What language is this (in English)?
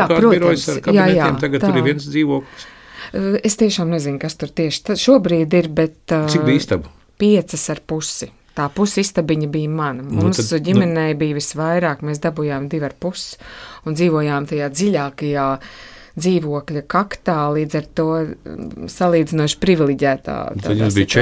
Latvian